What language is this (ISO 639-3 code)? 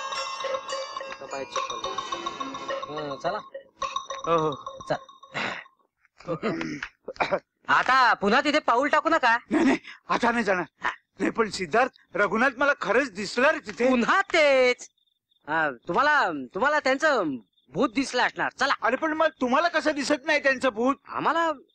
mar